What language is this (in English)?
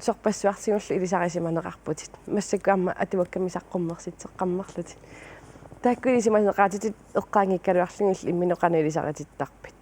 Kalaallisut